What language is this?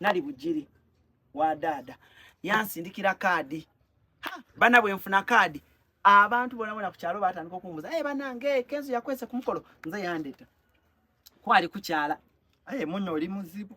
Ganda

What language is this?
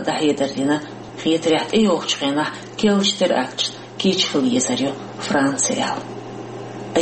Chechen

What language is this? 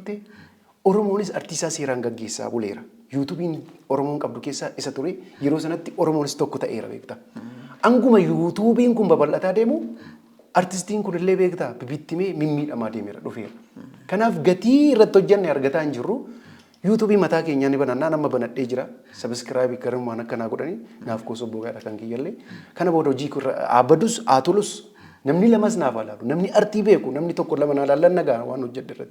Oromo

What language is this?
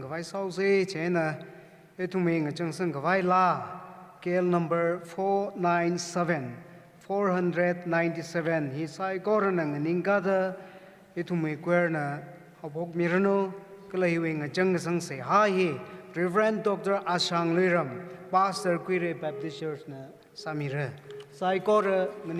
Tangkhul Naga (India)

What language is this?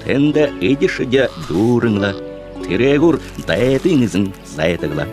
Buriat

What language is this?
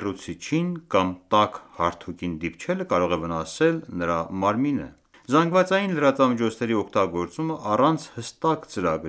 Armenian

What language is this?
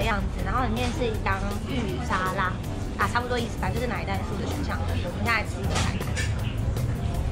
Chinese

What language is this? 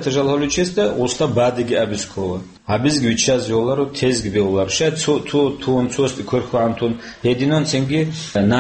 Avaric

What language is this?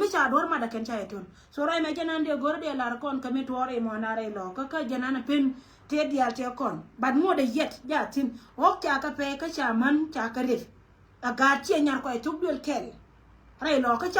Nuer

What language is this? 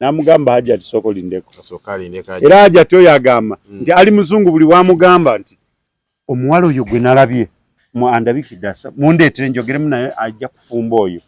Ganda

